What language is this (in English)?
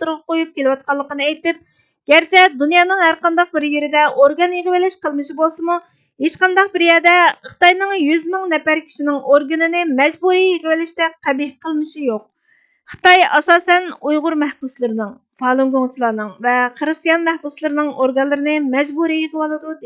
Uyghur